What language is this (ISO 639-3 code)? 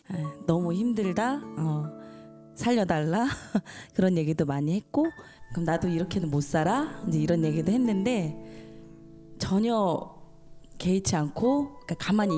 kor